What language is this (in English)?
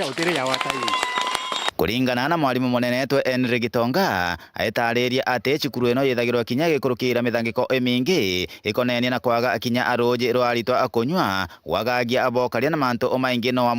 Meru